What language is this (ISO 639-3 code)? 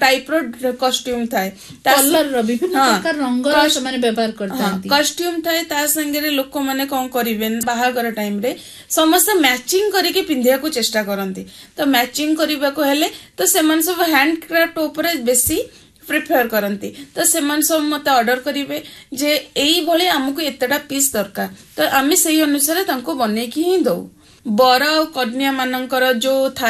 ori